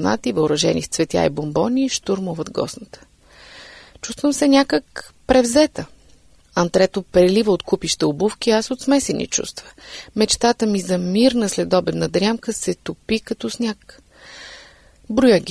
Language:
Bulgarian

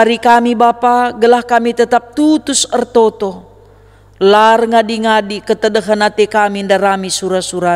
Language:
Batak Karo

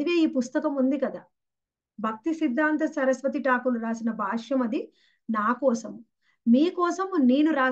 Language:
Telugu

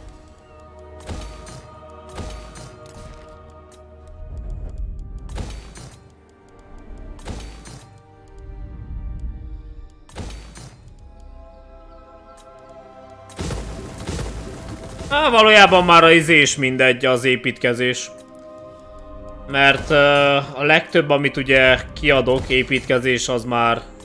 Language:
Hungarian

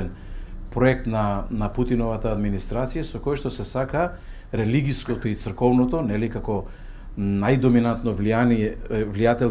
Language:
Macedonian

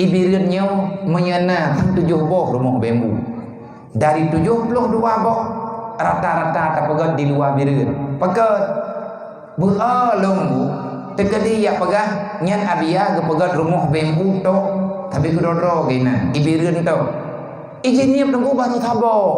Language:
Achinese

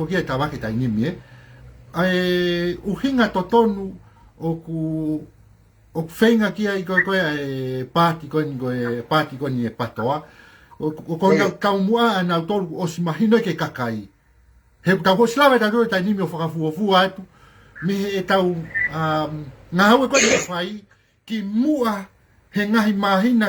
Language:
Tongan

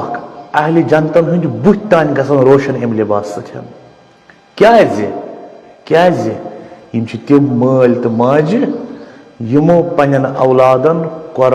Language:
Kashmiri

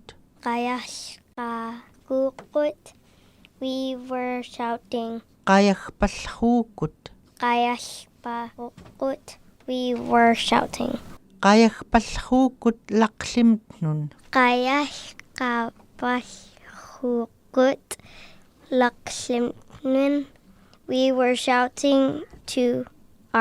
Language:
Central Yupik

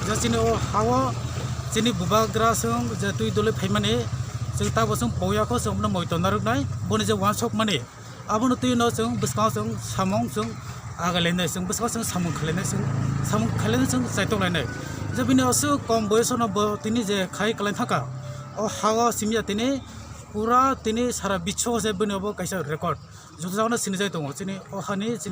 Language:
Kok Borok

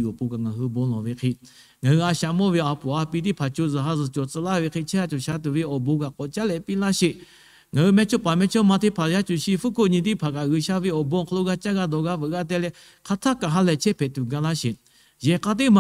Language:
Lahu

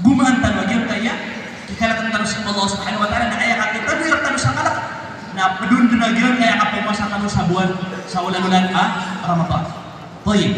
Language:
Maranao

